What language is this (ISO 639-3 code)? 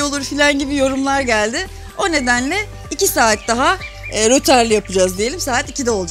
tur